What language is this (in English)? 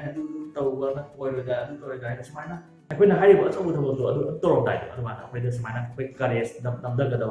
Manipuri